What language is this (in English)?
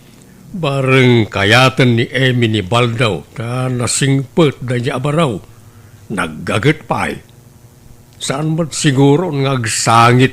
Iloko